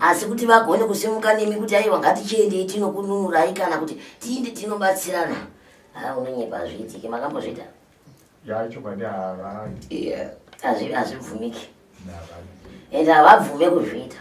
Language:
Shona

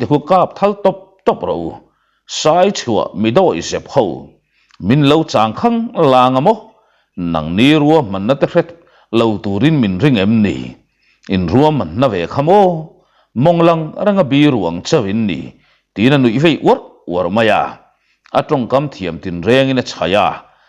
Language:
Mizo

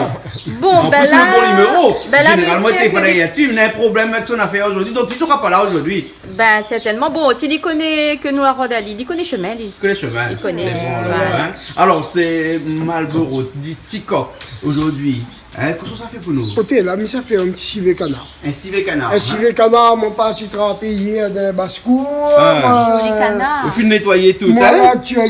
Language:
Réunion Creole French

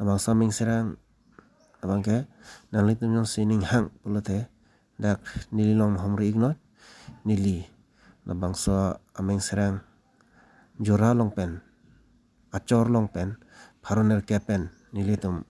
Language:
Karbi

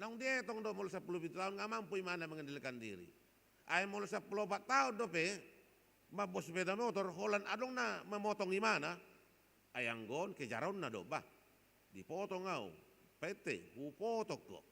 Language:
Batak Toba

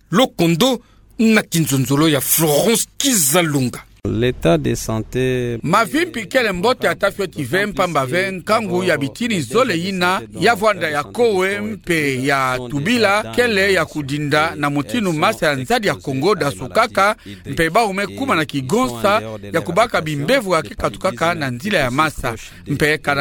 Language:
Kituba (Democratic Republic of Congo)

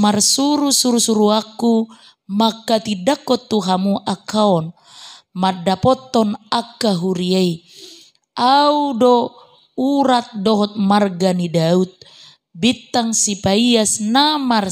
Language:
Batak Toba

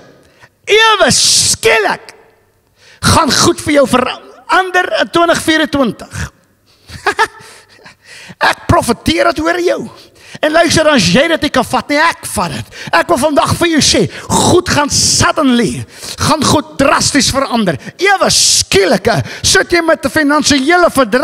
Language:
Afrikaans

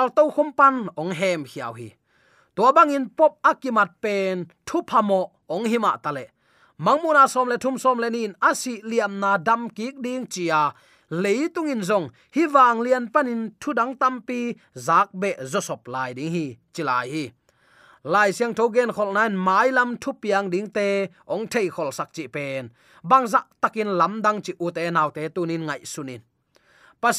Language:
Tedim Chin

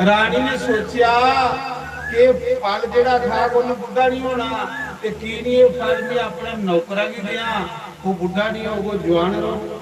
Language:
Dogri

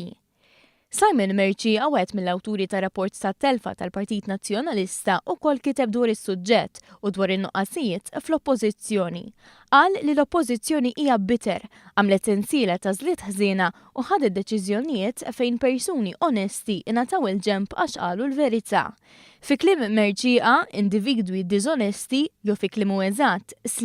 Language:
Maltese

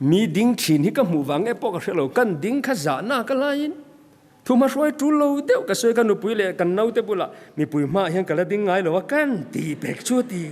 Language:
Mizo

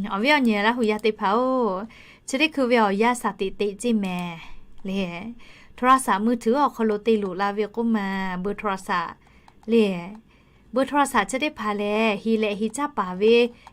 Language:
Lahu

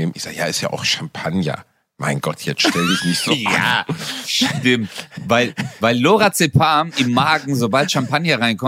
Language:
German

